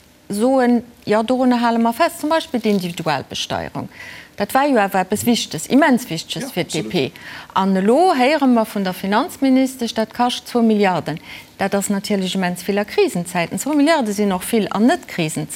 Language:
Luxembourgish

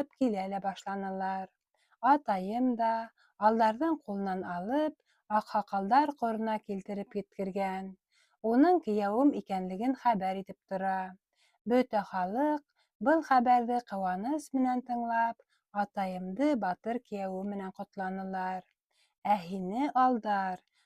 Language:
Bashkir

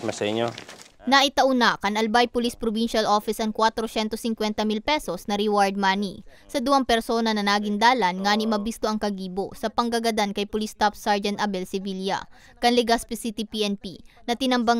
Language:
Bikol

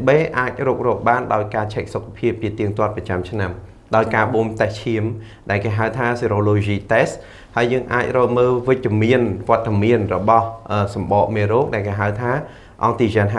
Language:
Khmer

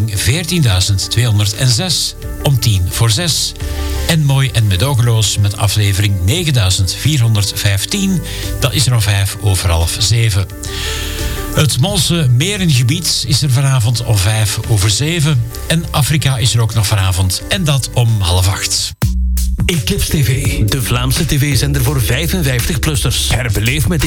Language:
Dutch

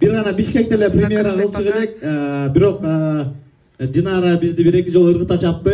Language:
Kyrgyz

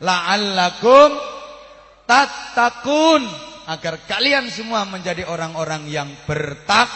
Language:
Javanese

